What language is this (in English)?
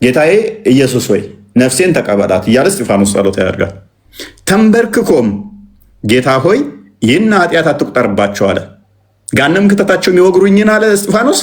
Amharic